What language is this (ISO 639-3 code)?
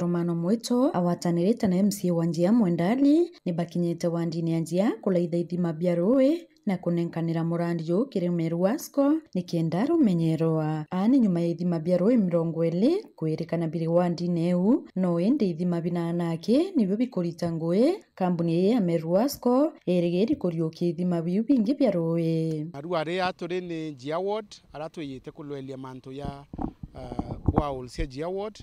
mer